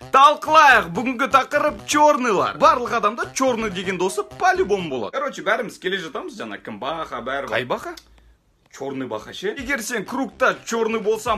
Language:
Kazakh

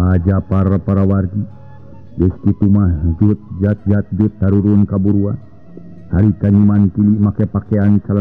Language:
Sundanese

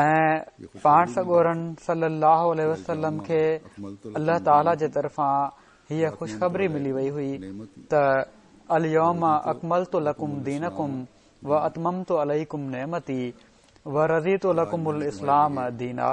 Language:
Sindhi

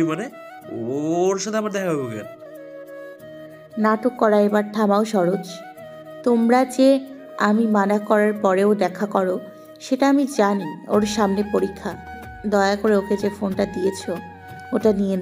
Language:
Bangla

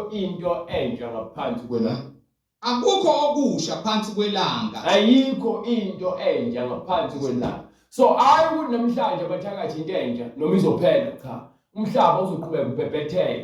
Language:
Zulu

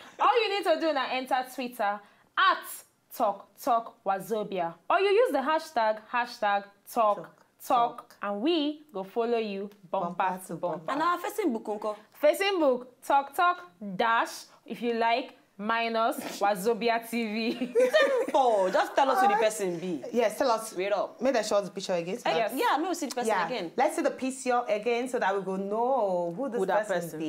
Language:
Nigerian Pidgin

